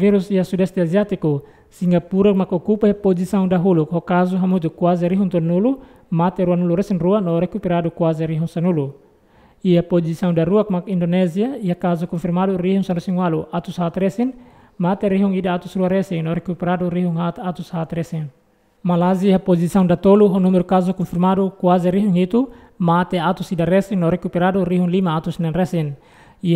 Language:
Tetum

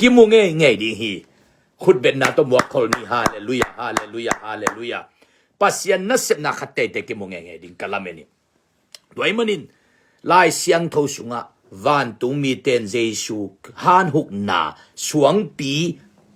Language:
Tedim Chin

